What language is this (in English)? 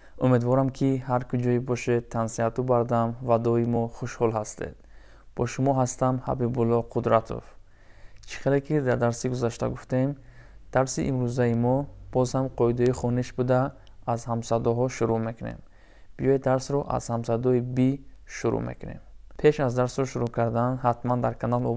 Tajik